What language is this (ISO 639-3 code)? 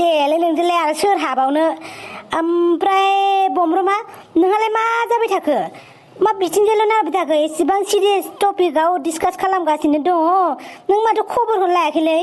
brx